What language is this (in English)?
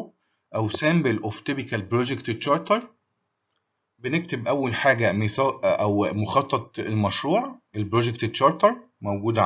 Egyptian Arabic